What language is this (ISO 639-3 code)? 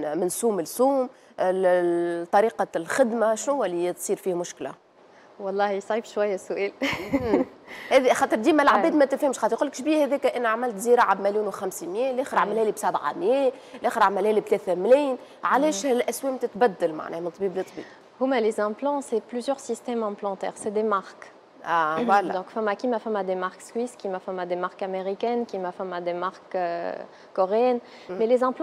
aeb